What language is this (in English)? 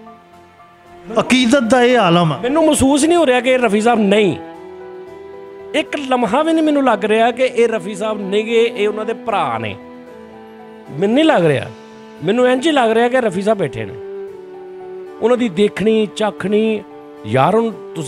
Punjabi